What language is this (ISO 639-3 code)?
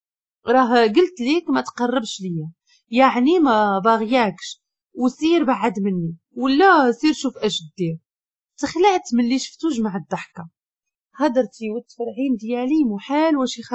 ary